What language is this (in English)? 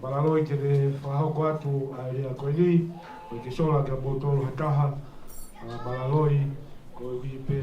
Tongan